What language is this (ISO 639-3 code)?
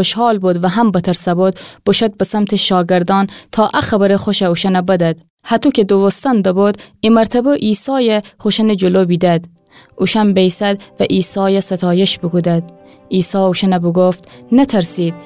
glk